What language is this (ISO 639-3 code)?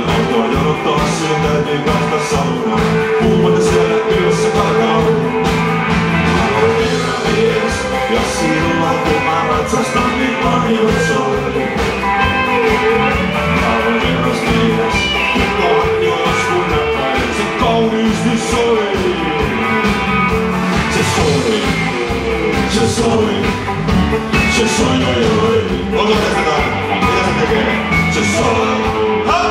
fin